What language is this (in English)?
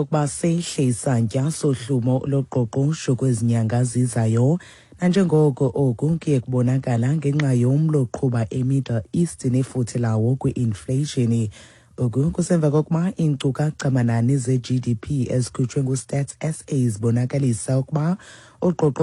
Xhosa